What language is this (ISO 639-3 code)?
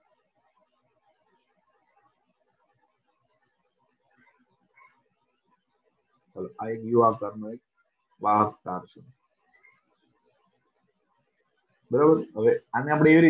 guj